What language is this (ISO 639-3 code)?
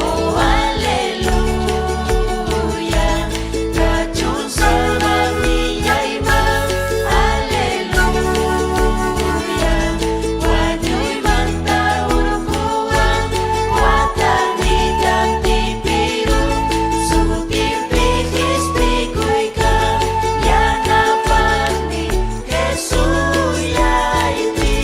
quy